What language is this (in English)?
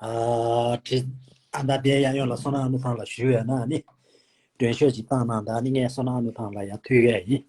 Tibetan